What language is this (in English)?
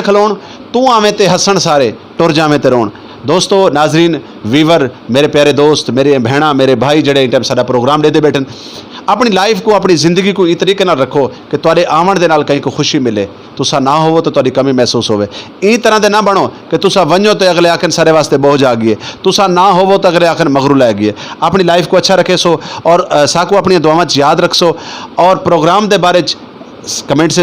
Saraiki